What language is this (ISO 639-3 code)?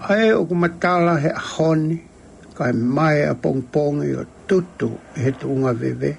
ton